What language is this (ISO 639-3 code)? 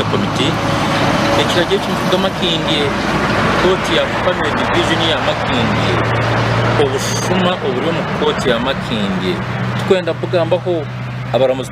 nyn